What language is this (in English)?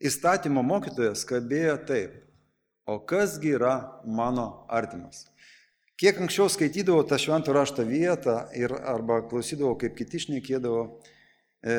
Lithuanian